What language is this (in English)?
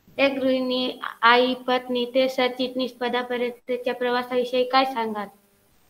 Marathi